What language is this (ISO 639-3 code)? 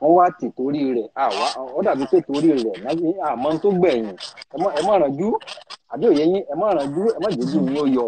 yor